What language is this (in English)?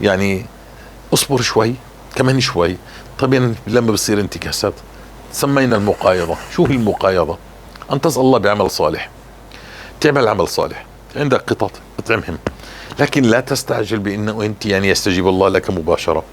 North Levantine Arabic